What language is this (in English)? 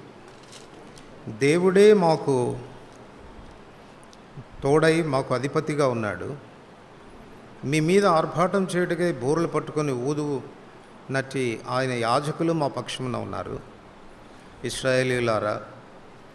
Telugu